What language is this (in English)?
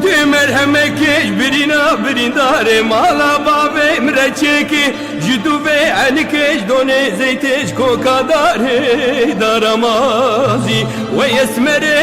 Kurdish